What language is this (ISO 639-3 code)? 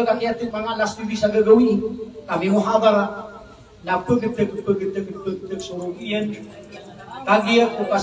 mrw